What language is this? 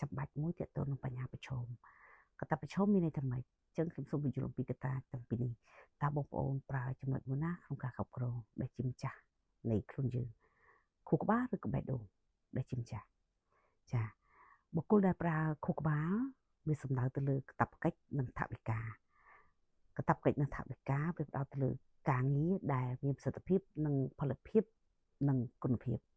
Khmer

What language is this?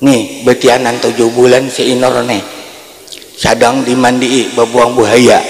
Banjar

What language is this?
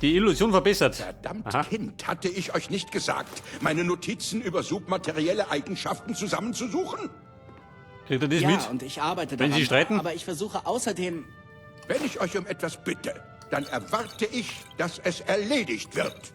Bavarian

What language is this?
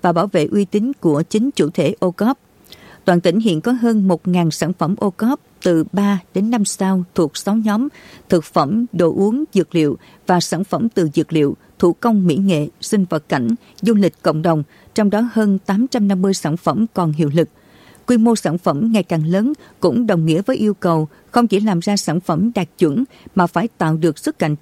Vietnamese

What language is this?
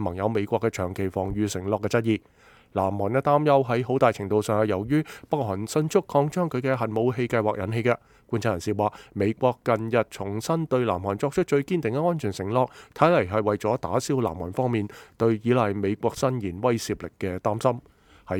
Cantonese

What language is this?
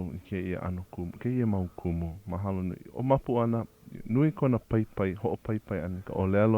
Hawaiian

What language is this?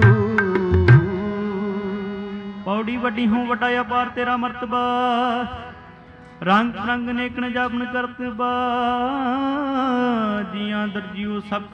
Punjabi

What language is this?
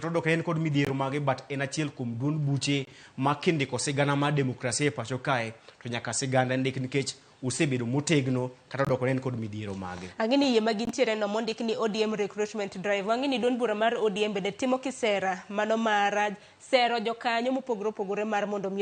Luo (Kenya and Tanzania)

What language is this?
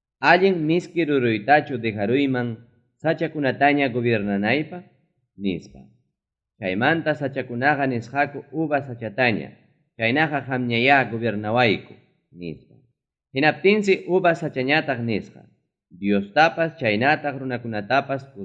Ayacucho Quechua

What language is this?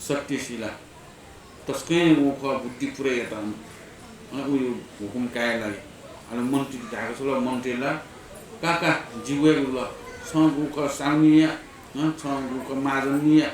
Newari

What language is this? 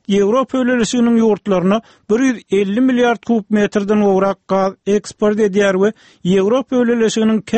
Turkmen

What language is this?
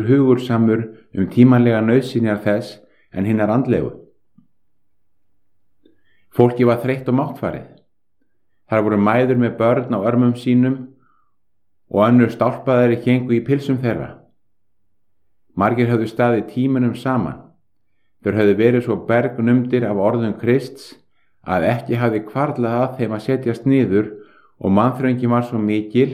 Icelandic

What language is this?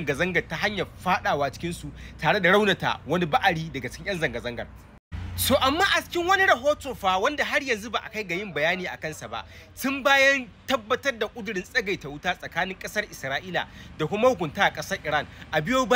Hausa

